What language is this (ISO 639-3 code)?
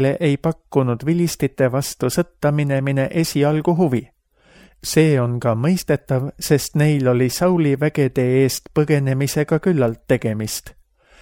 est